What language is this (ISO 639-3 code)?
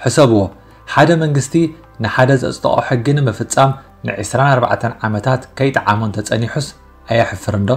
tir